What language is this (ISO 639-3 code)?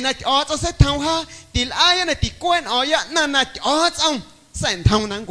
amu